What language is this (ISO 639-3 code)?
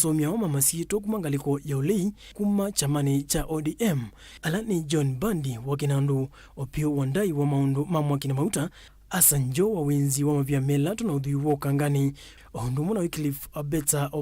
kam